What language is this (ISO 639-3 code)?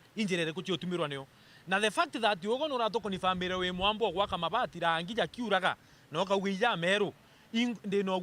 mer